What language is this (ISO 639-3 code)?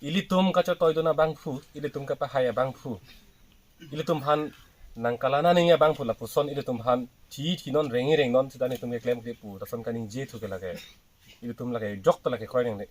mjw